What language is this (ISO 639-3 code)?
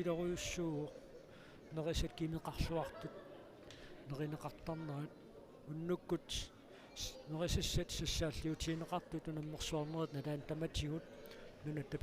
kal